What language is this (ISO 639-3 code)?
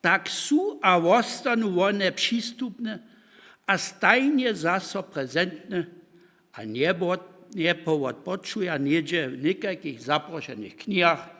hsb